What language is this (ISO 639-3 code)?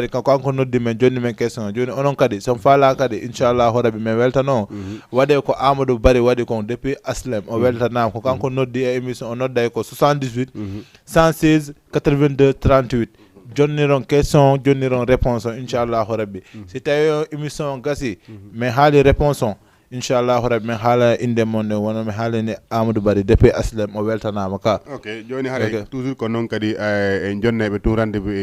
ful